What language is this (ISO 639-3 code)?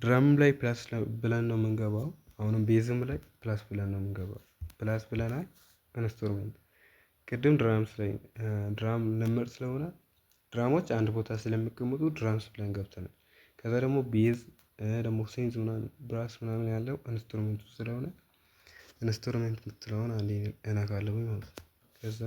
amh